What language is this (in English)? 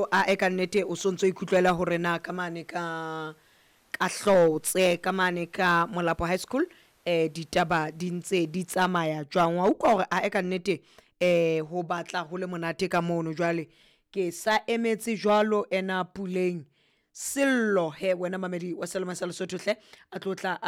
Southern Sotho